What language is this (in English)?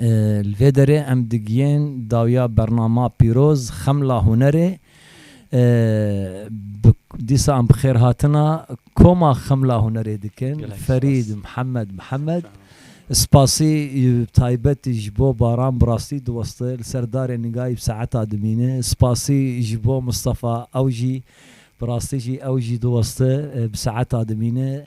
Kurdish